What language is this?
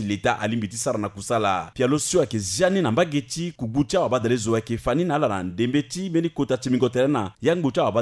Sango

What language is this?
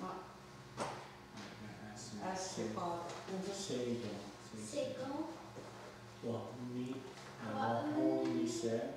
Mohawk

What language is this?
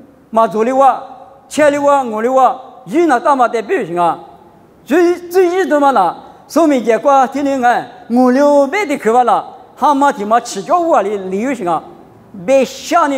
Lisu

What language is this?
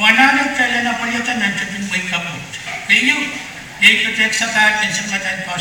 Pohnpeian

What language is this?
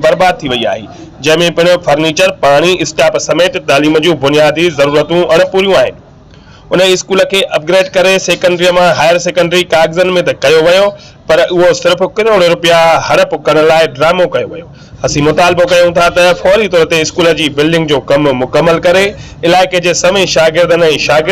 Sindhi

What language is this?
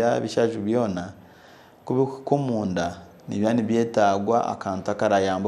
Nyankole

